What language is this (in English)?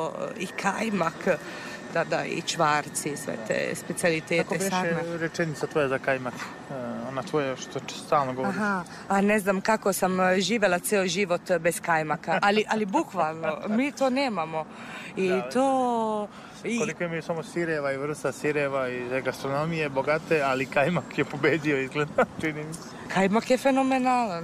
Serbian